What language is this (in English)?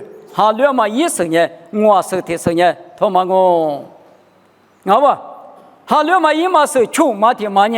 Lisu